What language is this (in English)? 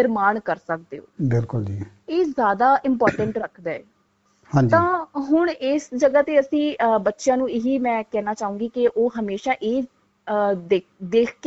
Punjabi